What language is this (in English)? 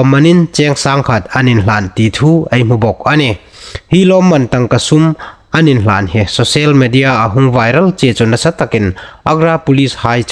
Hmar